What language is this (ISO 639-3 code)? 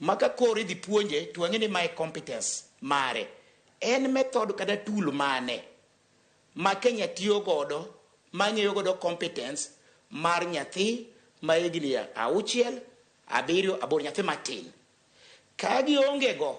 luo